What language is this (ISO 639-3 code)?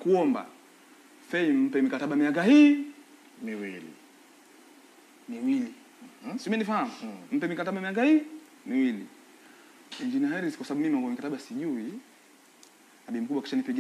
swa